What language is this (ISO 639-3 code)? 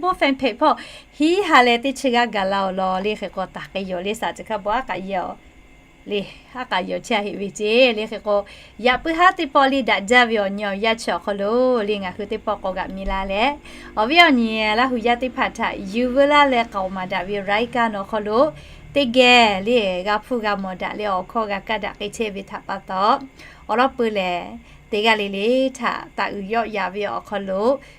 lhu